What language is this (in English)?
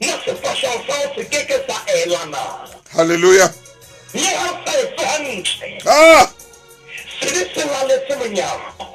Southern Sotho